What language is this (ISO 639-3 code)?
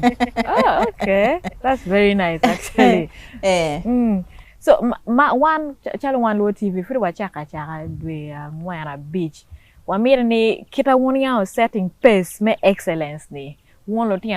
ach